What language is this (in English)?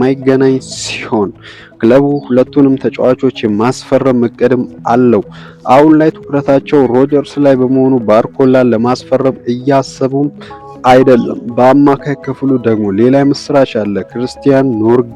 Amharic